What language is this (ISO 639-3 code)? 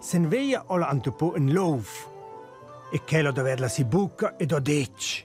roh